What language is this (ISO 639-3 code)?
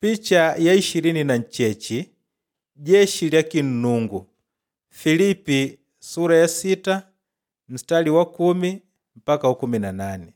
kde